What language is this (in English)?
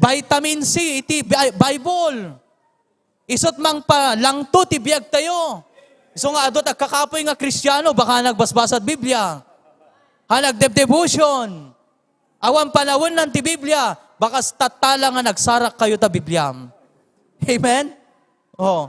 Iloko